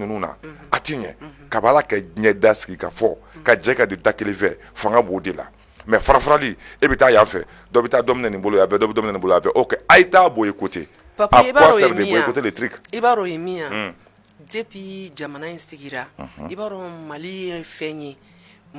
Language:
Bambara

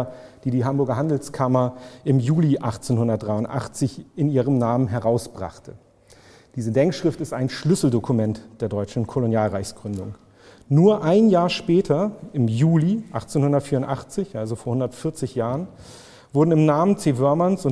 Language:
German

